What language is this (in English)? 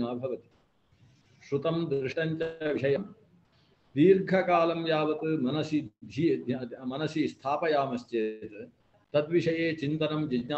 Sanskrit